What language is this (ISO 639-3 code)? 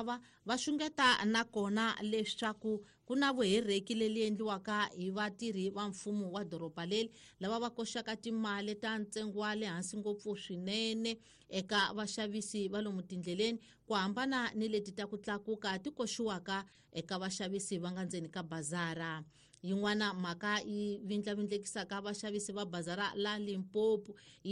tso